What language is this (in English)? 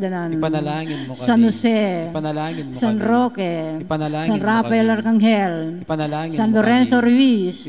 Pampanga